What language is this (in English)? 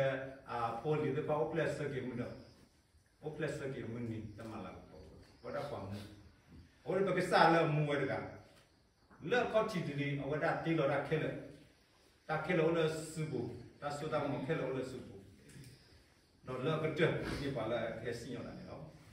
S'gaw Karen